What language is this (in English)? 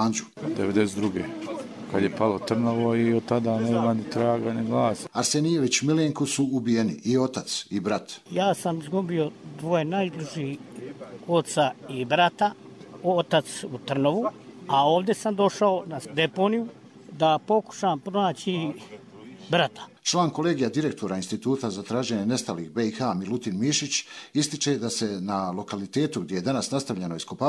Bosnian